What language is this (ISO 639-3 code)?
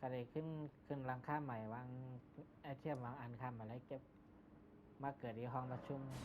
shn